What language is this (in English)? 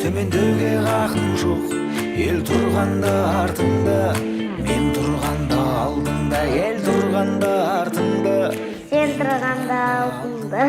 Kara-Kalpak